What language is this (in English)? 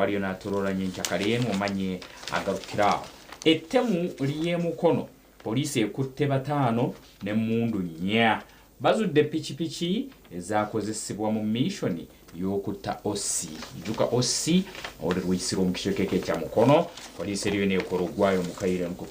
Nyankole